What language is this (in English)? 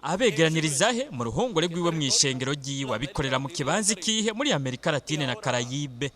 Rundi